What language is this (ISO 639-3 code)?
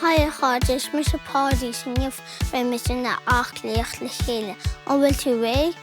gle